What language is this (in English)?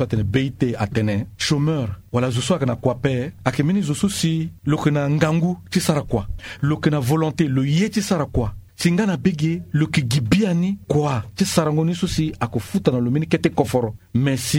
Sango